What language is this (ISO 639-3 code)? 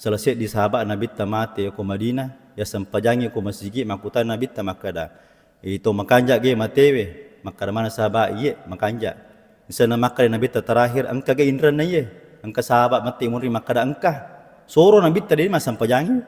bug